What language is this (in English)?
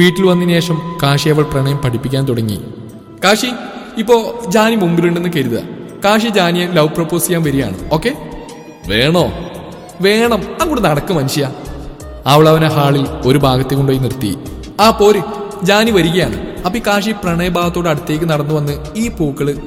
Malayalam